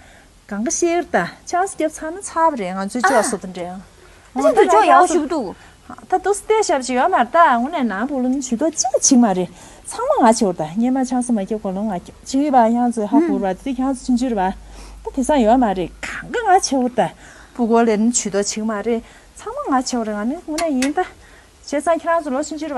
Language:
Tibetan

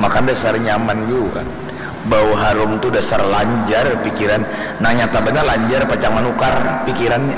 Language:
Banjar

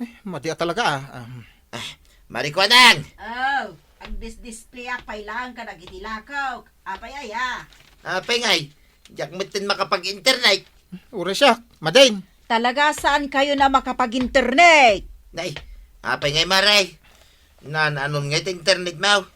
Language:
Iloko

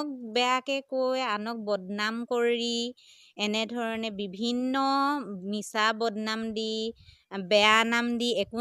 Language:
Assamese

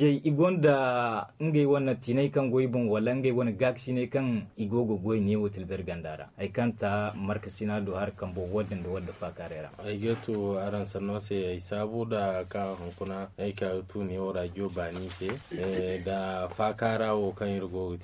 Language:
Zarma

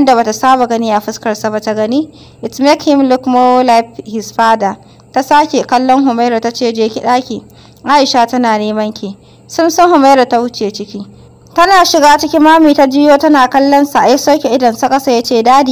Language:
Hausa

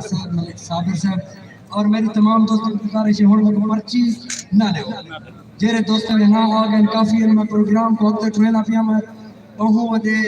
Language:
Saraiki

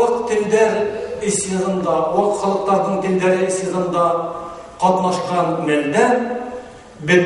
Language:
Bashkir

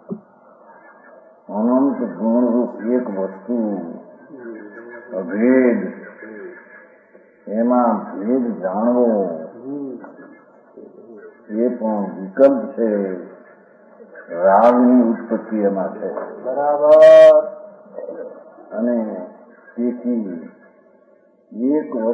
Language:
Gujarati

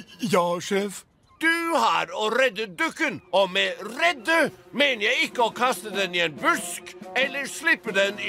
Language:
Norwegian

